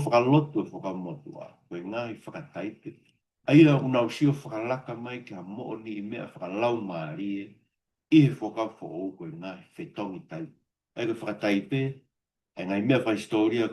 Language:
Tongan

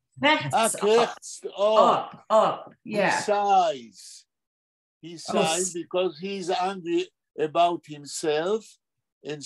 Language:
Yiddish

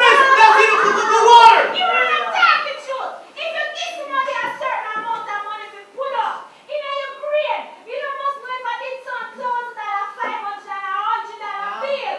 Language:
Jamaican Creole English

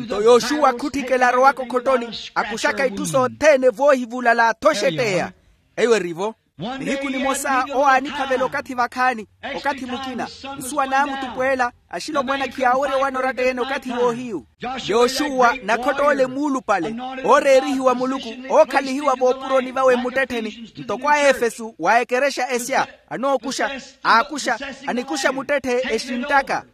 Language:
Makhuwa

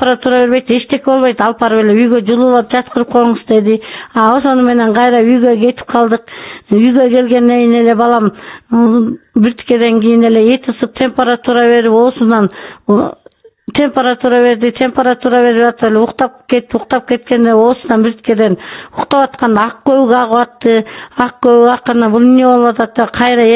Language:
Kyrgyz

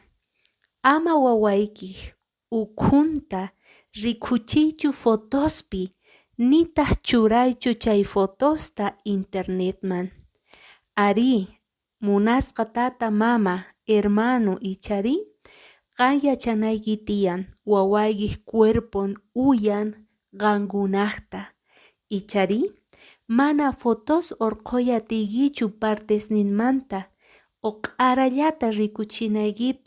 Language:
Quechua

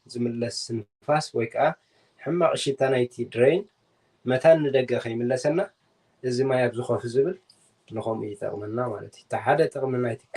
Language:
Tigrinya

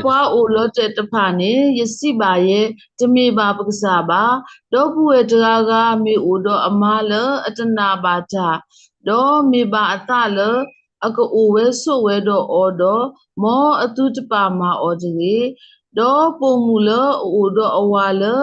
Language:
S'gaw Karen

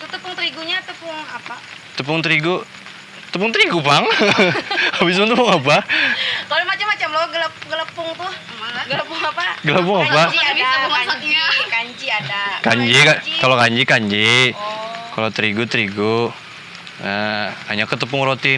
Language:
Banjar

